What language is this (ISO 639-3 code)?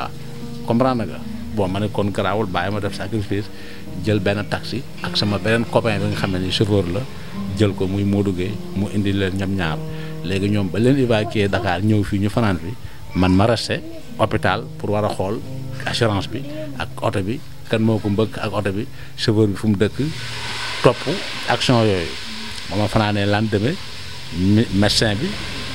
wol